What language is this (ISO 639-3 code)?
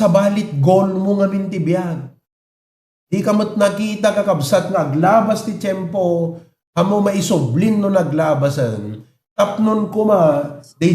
ilo